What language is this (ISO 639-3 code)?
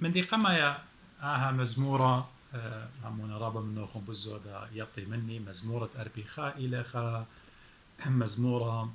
aii